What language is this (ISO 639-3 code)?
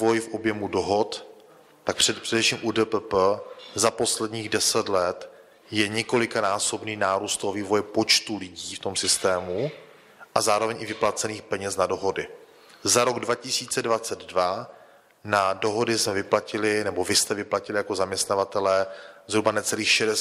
ces